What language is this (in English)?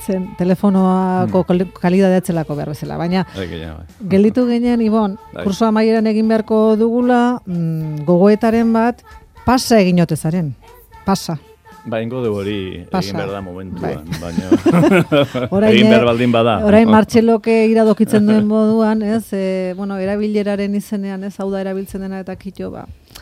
Basque